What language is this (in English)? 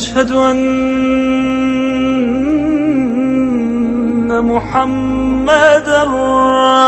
Chechen